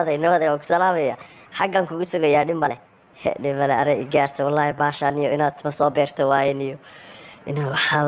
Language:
Somali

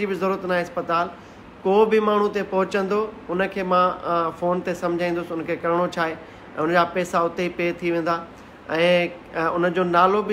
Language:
Sindhi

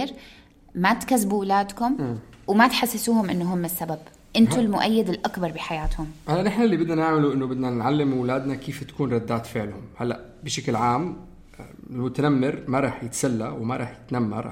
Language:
North Levantine Arabic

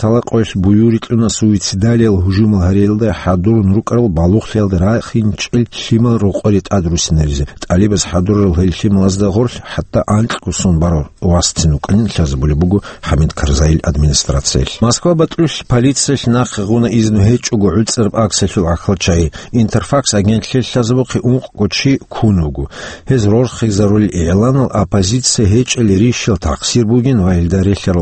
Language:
Avaric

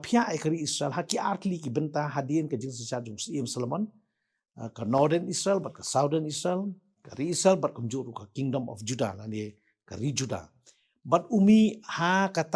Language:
Khasi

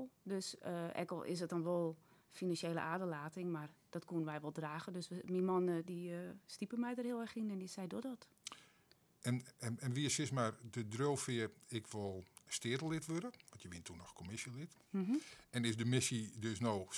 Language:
Western Frisian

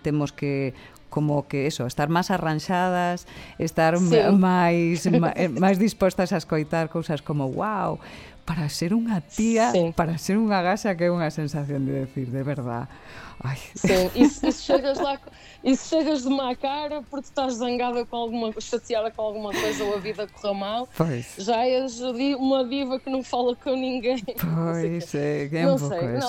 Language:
Galician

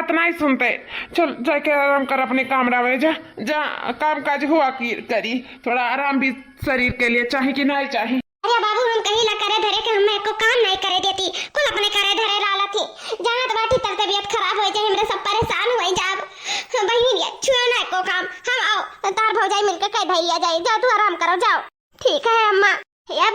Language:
Awadhi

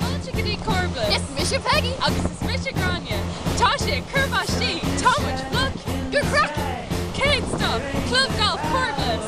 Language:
Irish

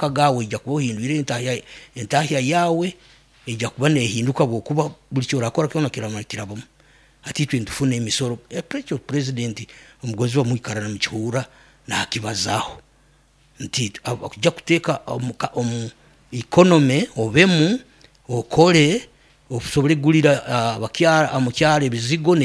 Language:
Nyankole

